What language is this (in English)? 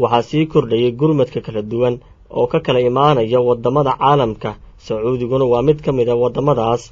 Somali